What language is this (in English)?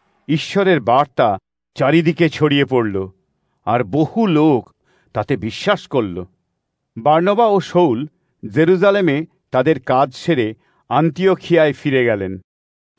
Bangla